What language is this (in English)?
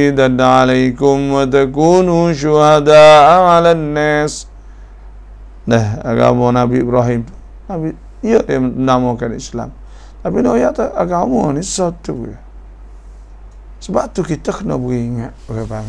Malay